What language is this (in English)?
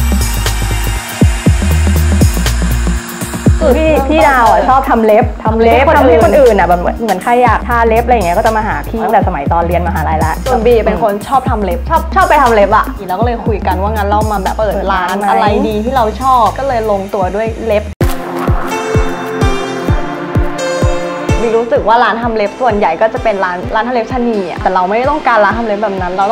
Thai